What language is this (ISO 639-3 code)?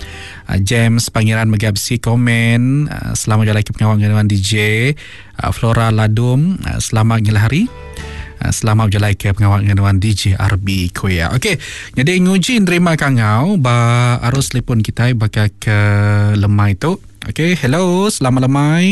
iba